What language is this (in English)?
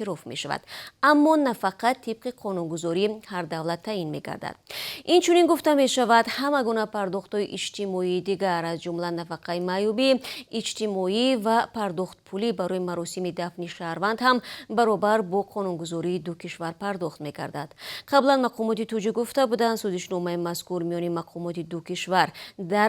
Tajik